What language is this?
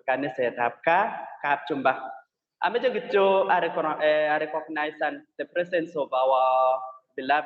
Kalenjin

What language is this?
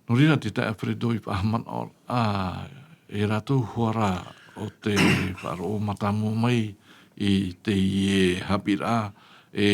Tahitian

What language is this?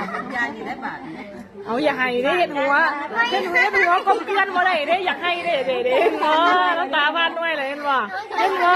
Northeastern Thai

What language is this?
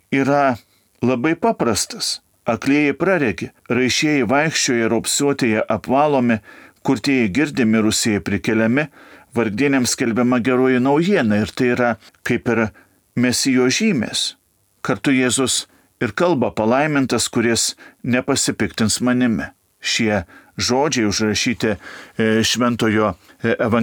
Lithuanian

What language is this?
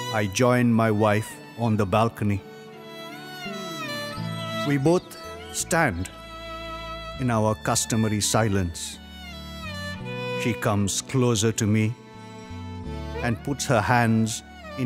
English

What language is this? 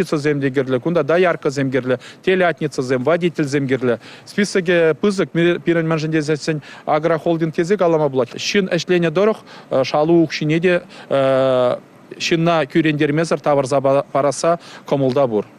Chuvash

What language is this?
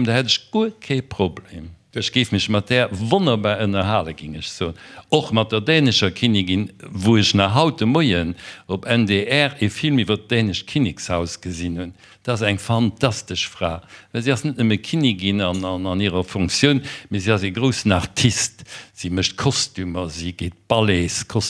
Luxembourgish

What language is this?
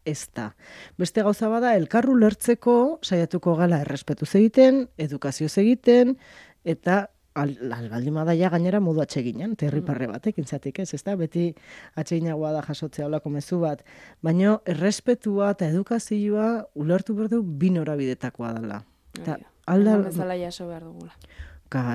Basque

